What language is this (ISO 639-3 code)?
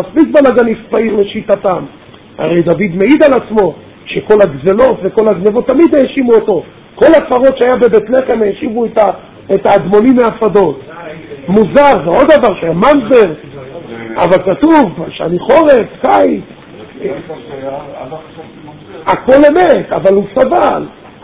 heb